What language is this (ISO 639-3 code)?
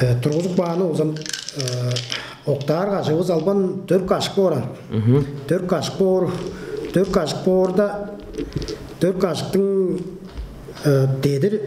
tyv